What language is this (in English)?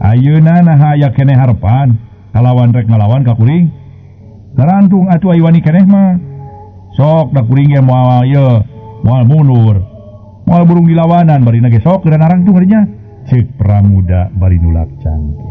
Sundanese